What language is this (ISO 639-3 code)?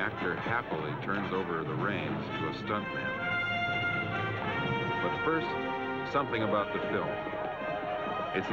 eng